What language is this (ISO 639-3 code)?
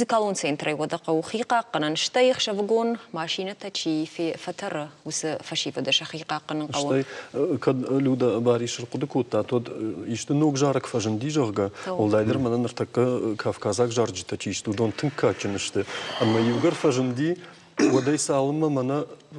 oss